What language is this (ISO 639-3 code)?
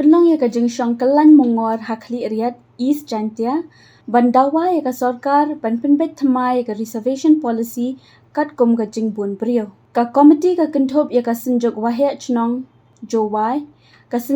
kha